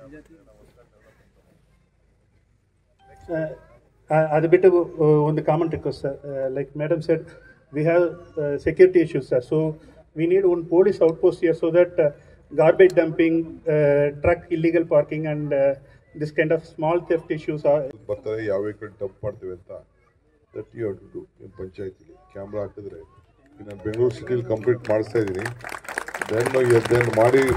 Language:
Kannada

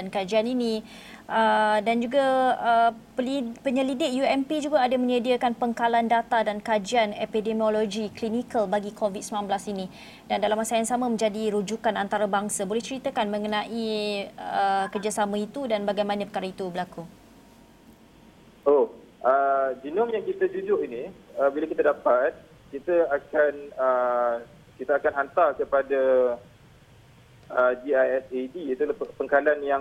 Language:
Malay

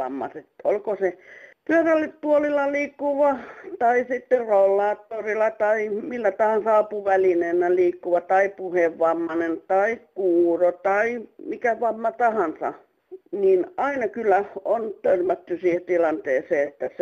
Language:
Finnish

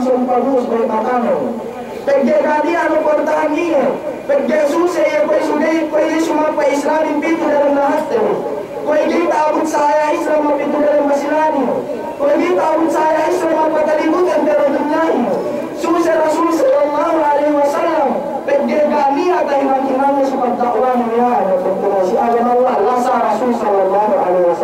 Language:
Yakan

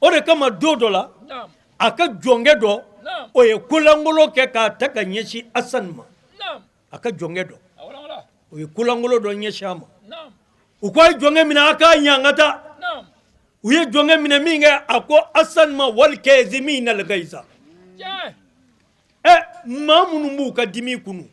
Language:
Bambara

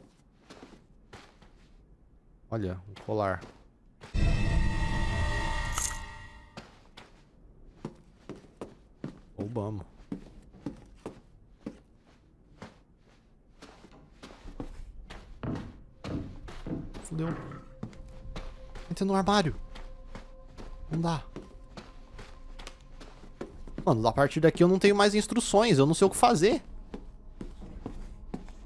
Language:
Portuguese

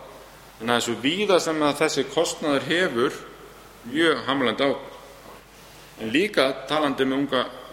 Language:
Icelandic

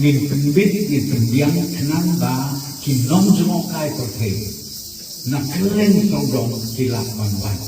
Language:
Khasi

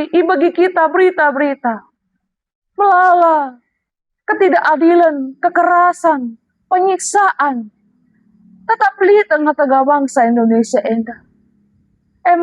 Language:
Batak Karo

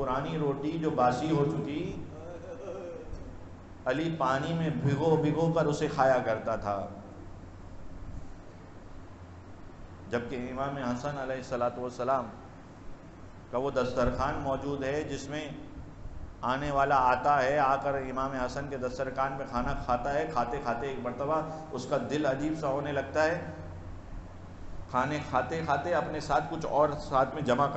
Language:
Urdu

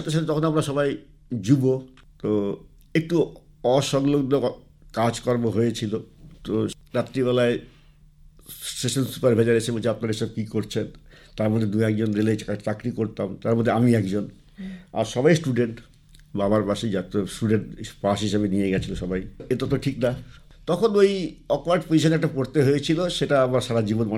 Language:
Bangla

